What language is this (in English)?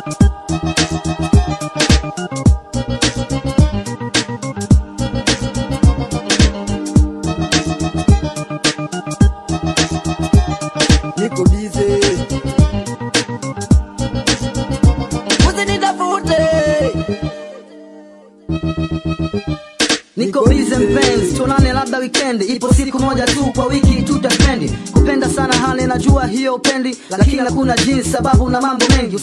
Swahili